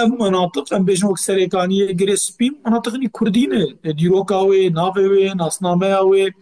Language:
Kurdish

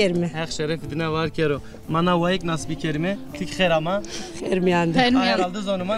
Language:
Zaza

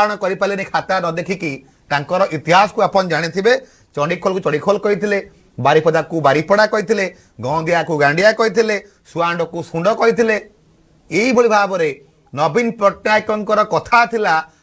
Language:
Odia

